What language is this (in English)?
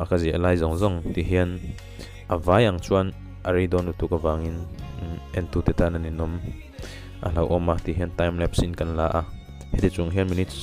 Mizo